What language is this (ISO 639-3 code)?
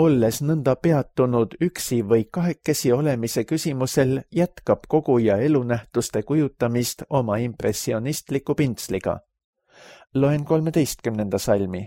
est